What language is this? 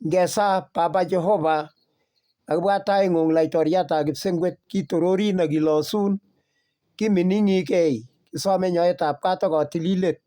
Kalenjin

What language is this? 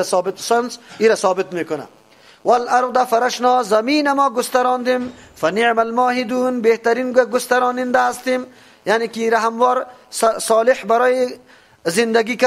Persian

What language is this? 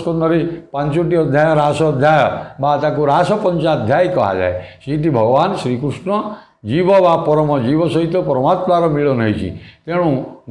Odia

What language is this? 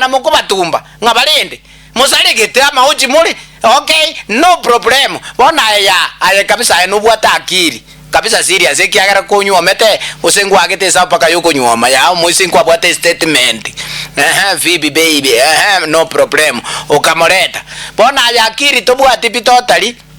Gusii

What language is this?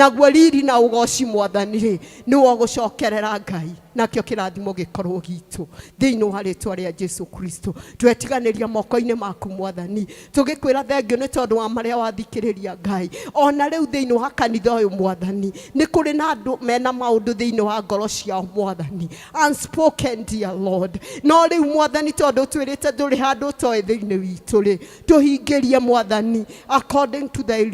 Kikuyu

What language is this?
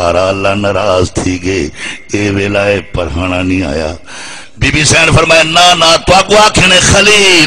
Saraiki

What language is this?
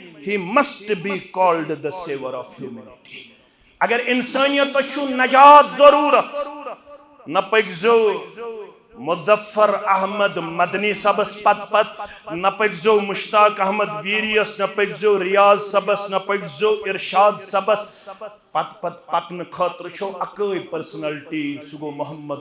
Kashmiri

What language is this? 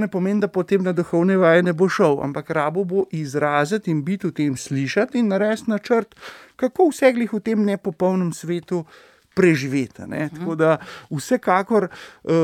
Slovenian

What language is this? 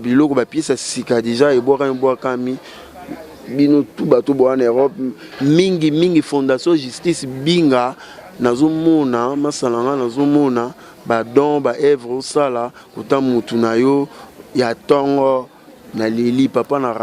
Lingala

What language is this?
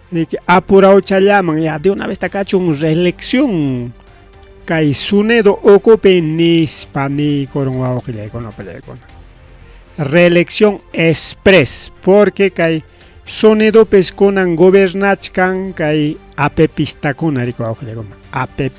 Ayacucho Quechua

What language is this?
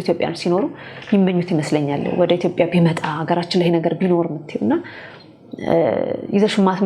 Amharic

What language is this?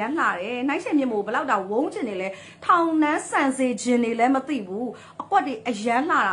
Burmese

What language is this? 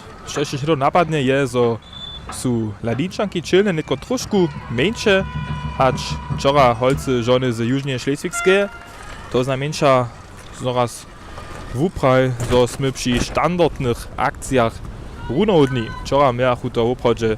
Upper Sorbian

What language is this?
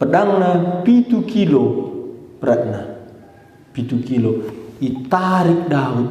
Batak Karo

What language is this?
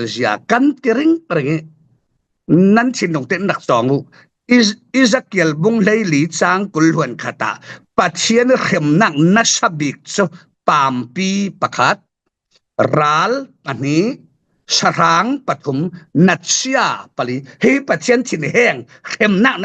Falam Chin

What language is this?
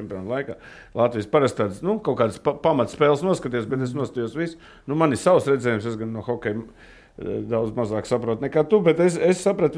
Latvian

